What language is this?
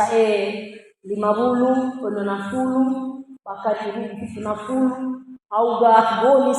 Nias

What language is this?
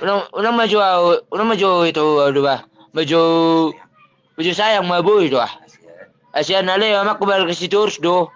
Batak Toba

